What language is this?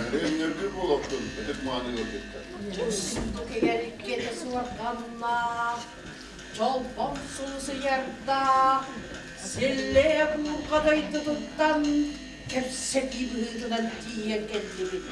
Yakut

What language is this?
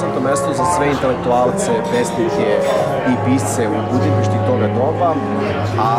Serbian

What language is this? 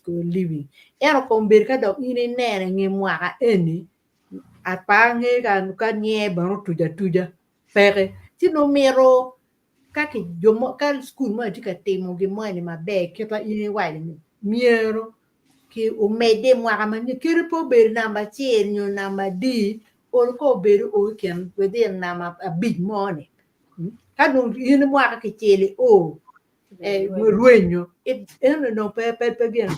Acoli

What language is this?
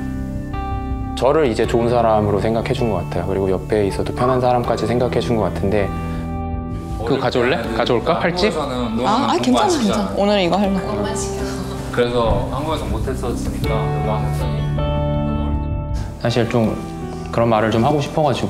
Korean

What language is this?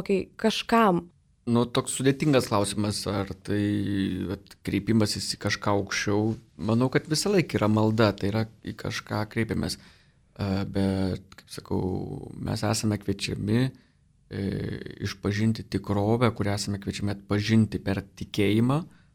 Lithuanian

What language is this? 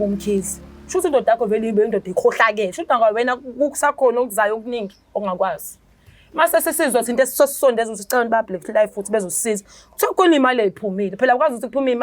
Zulu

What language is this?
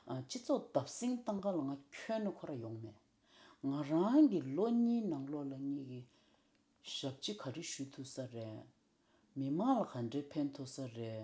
Tibetan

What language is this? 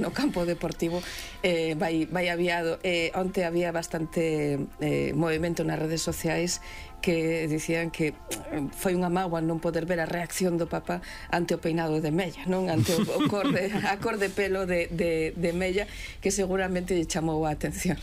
Galician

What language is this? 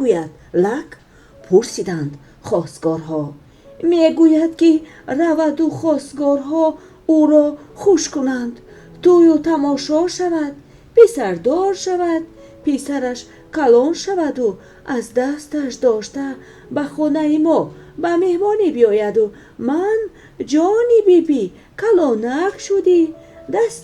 Tajik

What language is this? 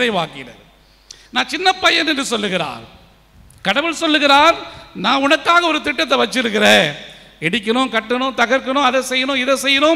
Tamil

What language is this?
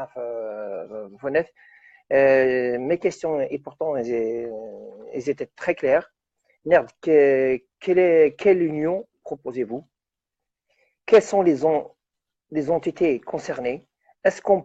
Kabyle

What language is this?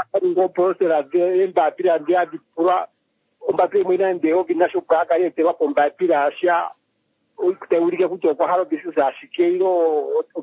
Swahili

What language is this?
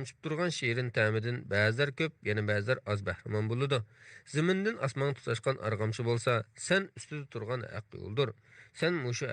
Uyghur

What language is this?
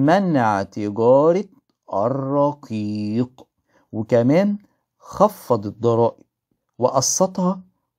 Egyptian Arabic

